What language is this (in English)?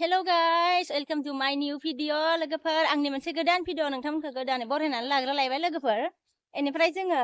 Bodo